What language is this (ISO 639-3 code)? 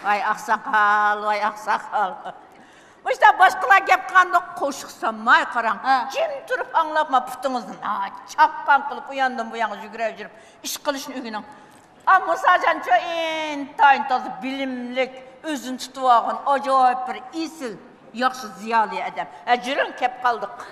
uig